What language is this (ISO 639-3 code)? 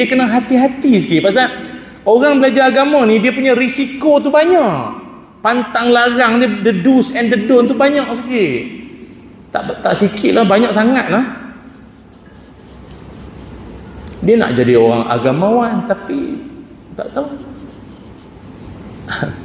msa